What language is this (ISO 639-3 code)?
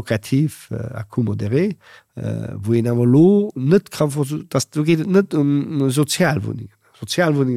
ltz